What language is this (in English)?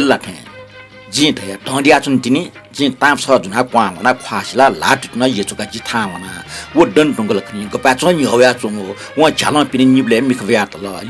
Newari